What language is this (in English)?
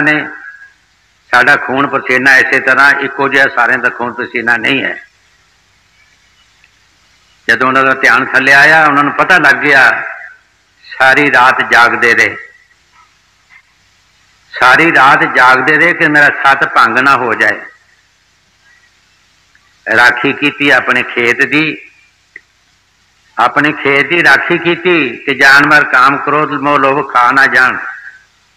Punjabi